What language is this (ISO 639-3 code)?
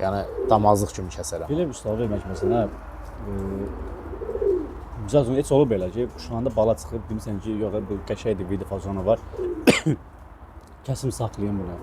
aze